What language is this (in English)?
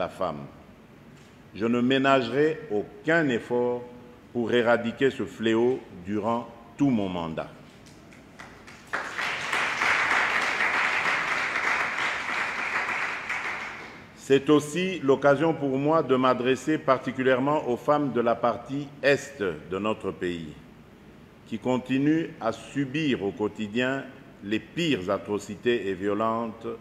French